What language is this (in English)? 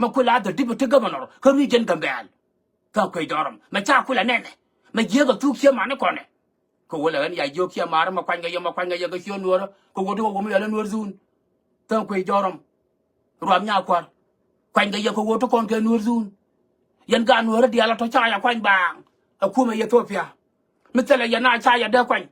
Nuer